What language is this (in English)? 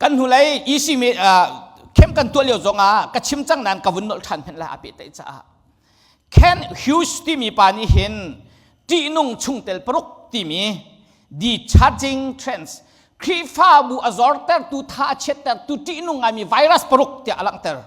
Hakha Chin